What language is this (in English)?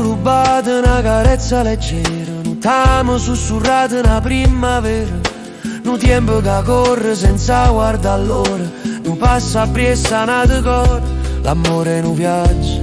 Neapolitan